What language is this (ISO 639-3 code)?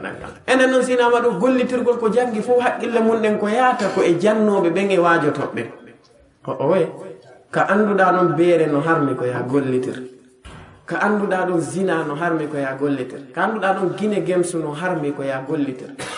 ful